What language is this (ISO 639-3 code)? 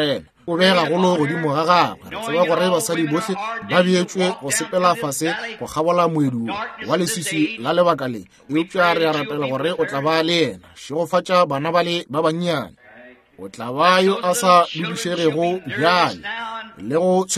nso